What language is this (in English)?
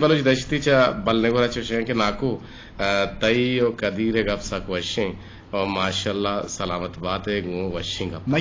Eastern Balochi